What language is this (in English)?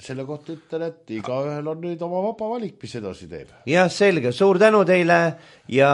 Estonian